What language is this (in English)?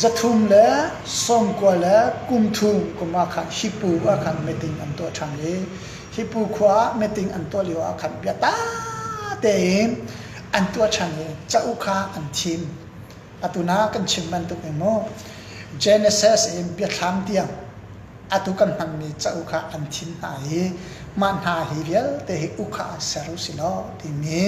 Hakha Chin